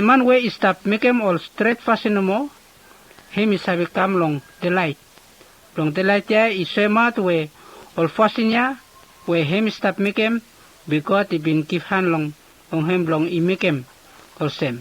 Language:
Bislama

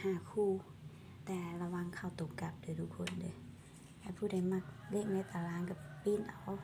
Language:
Lao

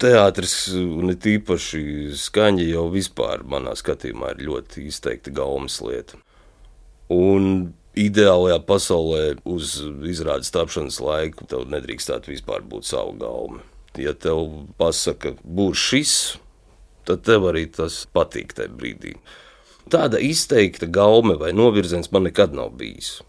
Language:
Latvian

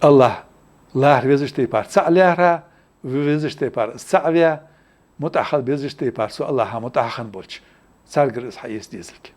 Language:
Ingush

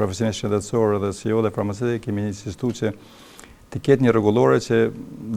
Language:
Albanian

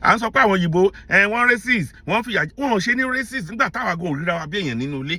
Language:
Yoruba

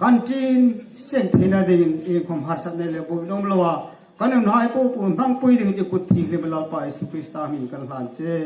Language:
Hmar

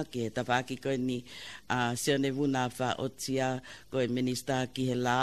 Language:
Tongan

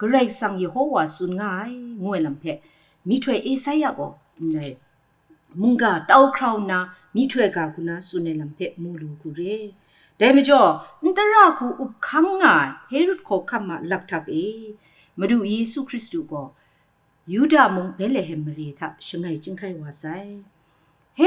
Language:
Kachin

